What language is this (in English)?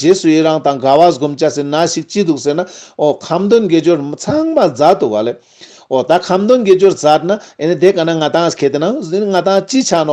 Ladakhi